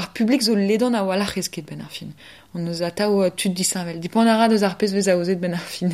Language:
Breton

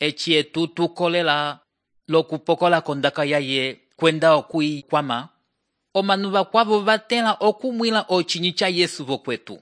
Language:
Umbundu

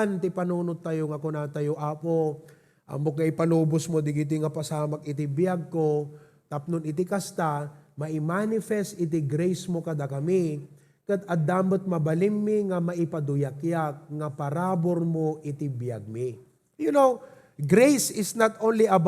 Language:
Iloko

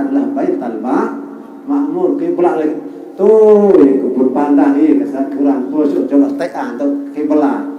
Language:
Sasak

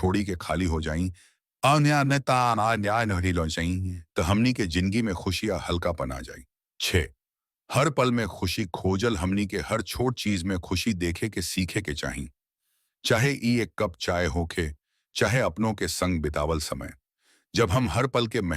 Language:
Bhojpuri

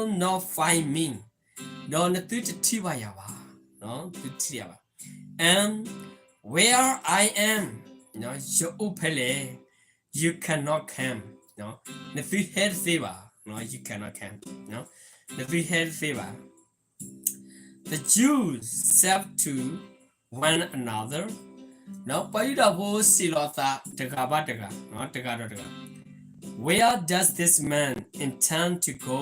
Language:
S'gaw Karen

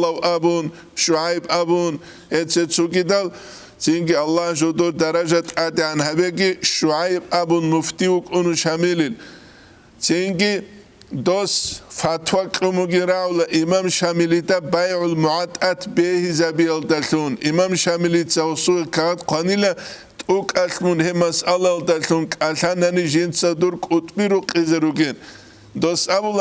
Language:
Avaric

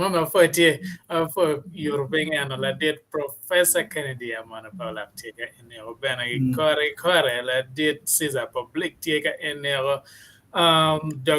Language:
Acoli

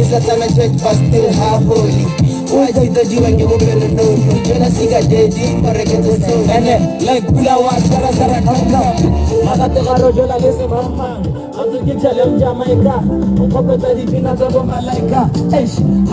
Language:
Tswana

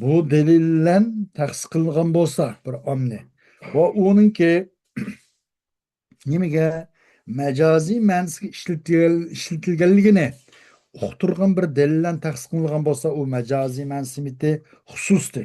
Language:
Uyghur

